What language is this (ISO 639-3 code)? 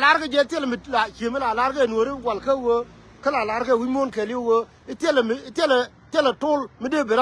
nus